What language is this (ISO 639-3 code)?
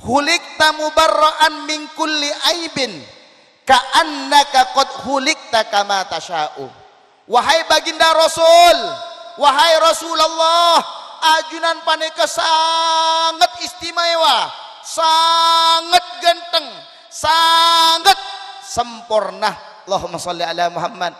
mad